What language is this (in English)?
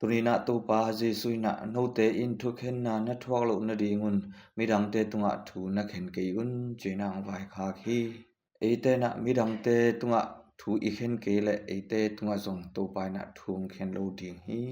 Tedim Chin